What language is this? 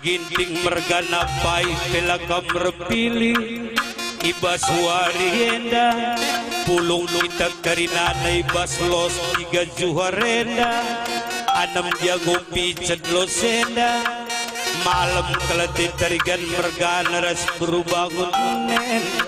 Batak Karo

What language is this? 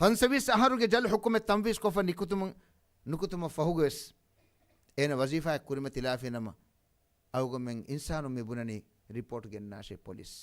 Divehi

